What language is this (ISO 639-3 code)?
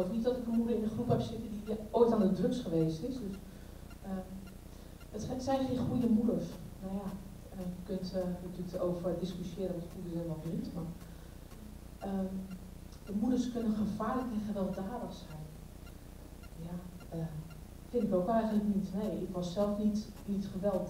nld